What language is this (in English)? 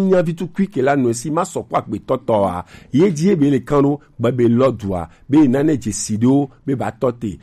Gen